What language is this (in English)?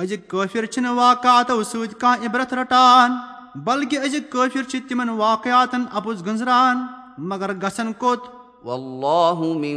Kashmiri